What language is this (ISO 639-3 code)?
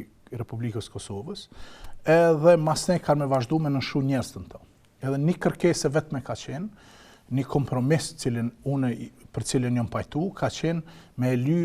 sqi